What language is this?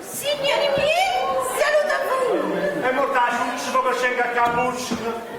Neapolitan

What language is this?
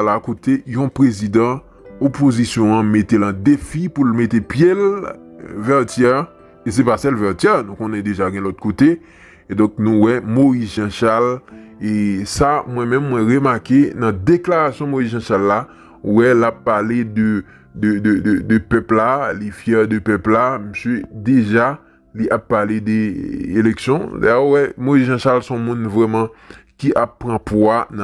Haitian Creole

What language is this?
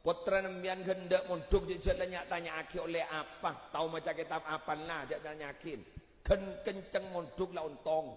Madurese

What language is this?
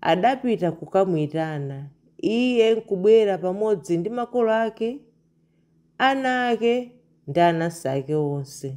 Nyanja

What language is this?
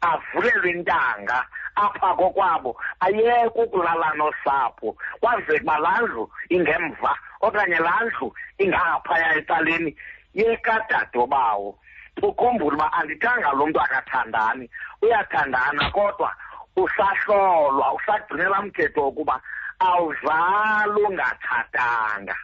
Xhosa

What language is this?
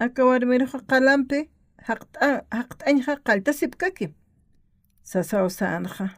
Aymara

